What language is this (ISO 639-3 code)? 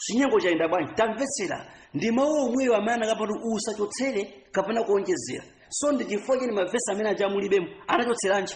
nya